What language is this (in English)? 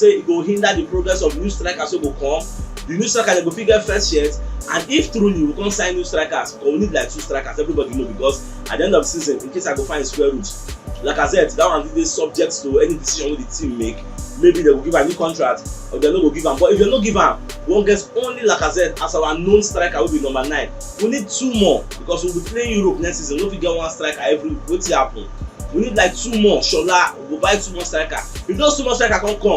Nigerian Pidgin